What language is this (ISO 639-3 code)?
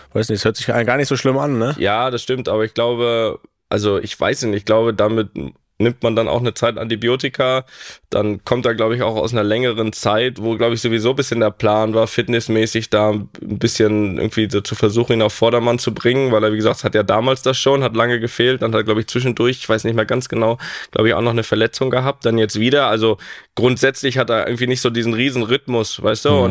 deu